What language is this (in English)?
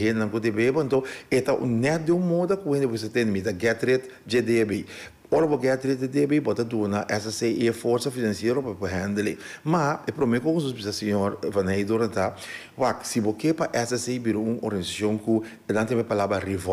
Papiamento